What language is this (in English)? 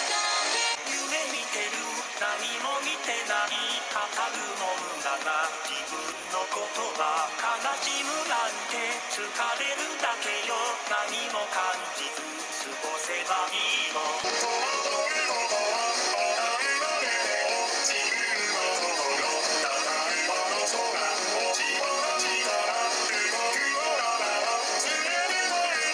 Japanese